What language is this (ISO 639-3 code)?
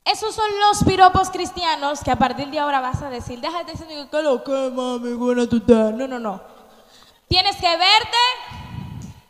spa